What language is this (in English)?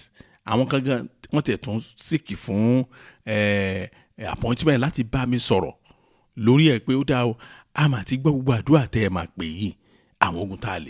Yoruba